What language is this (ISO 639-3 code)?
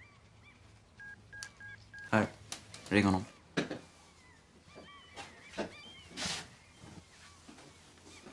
swe